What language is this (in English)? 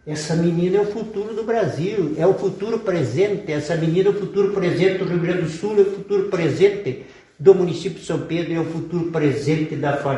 Portuguese